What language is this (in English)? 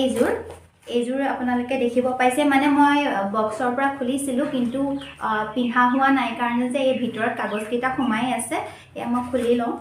Assamese